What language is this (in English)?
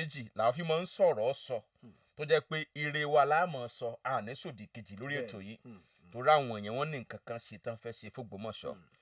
Yoruba